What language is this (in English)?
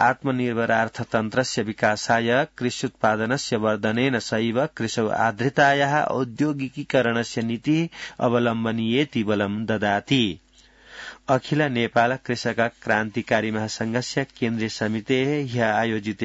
Sanskrit